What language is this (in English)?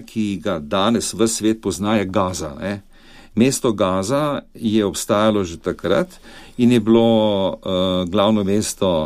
Slovenian